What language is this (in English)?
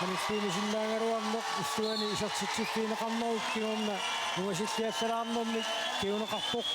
Kalaallisut